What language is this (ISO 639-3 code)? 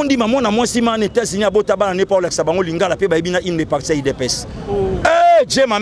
lin